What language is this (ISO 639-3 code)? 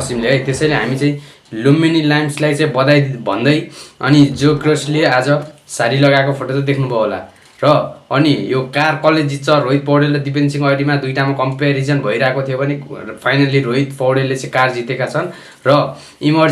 nep